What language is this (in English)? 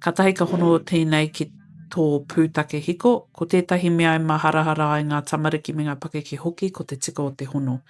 Māori